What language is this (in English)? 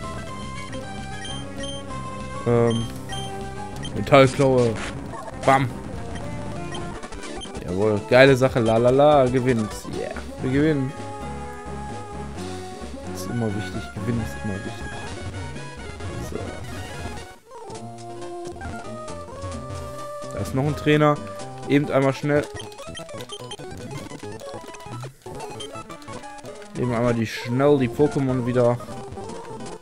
German